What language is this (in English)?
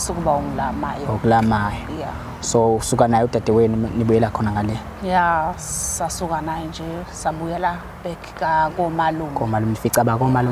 Zulu